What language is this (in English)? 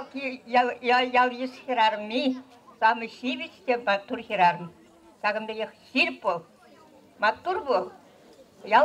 Chuvash